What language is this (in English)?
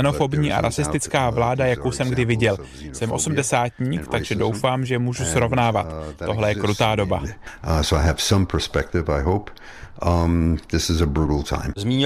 Czech